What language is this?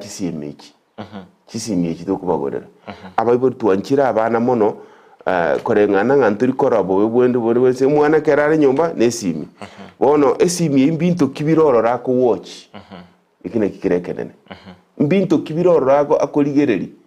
Gusii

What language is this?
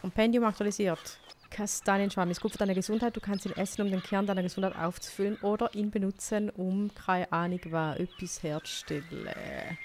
Swiss German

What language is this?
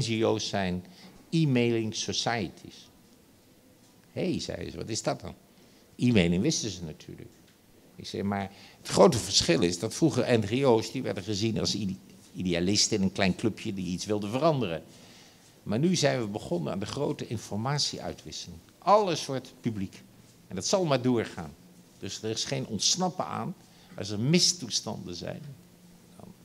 Dutch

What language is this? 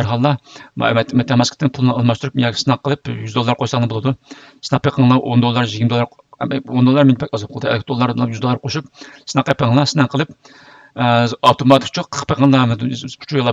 Uyghur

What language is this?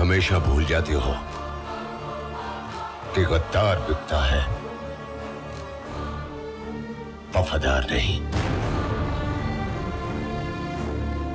Hindi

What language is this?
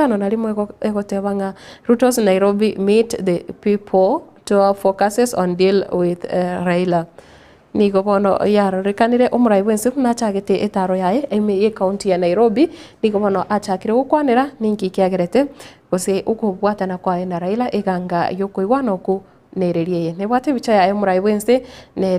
Gusii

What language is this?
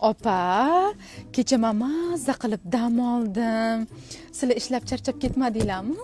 Uzbek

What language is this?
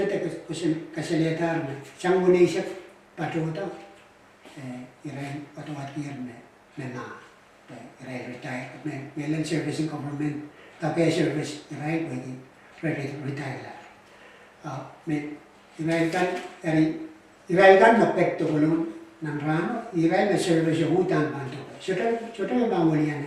Pohnpeian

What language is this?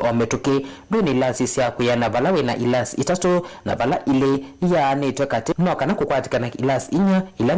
Kamba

